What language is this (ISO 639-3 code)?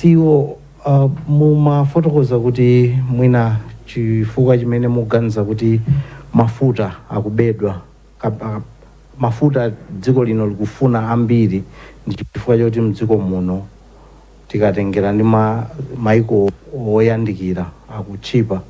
nya